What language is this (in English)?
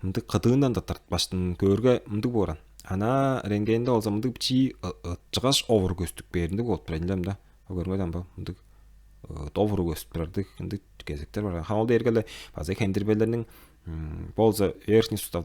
Tuvinian